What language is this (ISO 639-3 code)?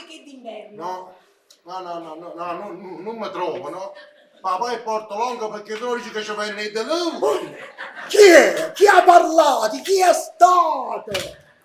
nap